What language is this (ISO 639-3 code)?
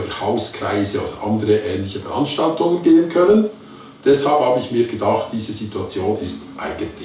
gsw